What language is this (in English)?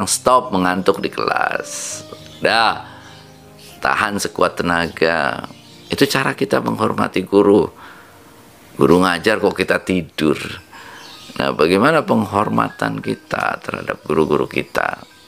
Indonesian